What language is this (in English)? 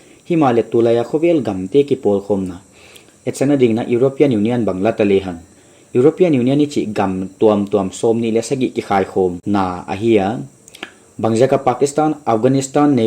Paite Chin